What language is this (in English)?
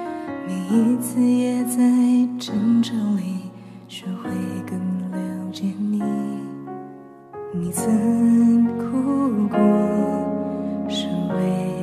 Chinese